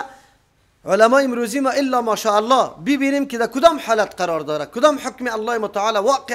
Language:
Persian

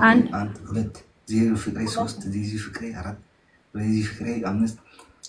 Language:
Amharic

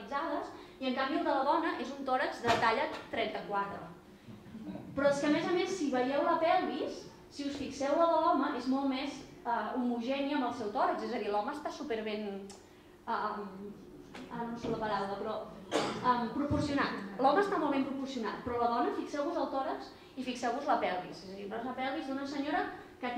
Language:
Catalan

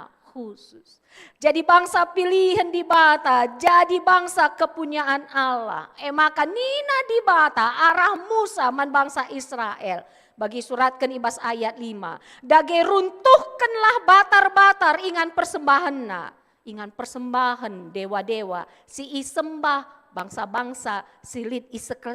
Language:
Batak Karo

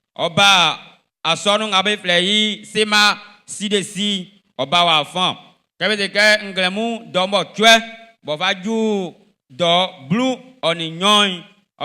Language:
Baoulé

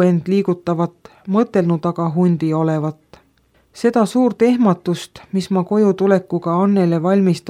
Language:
Estonian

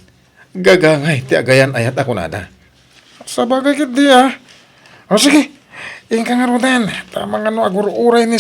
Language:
Iloko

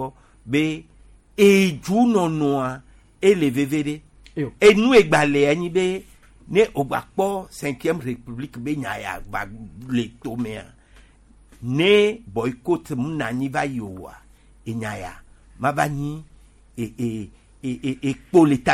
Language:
Gen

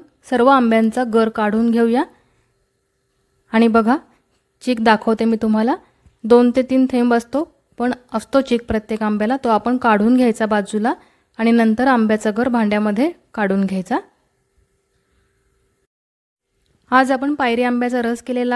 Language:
Marathi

